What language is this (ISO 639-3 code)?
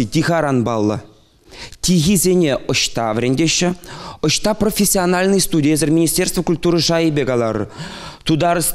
chv